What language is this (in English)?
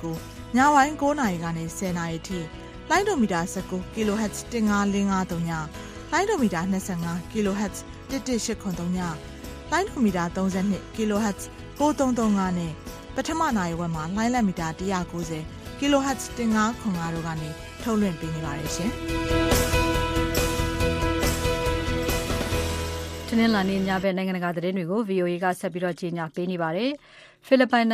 Burmese